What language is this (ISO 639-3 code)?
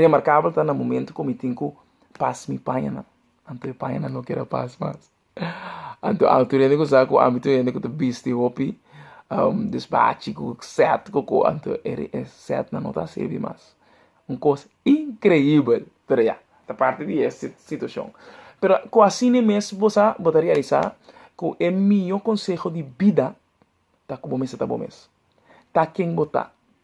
pap